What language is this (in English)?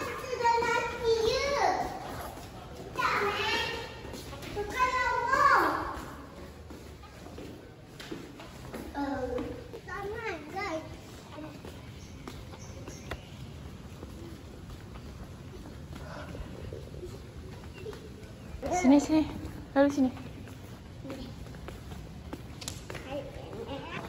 Malay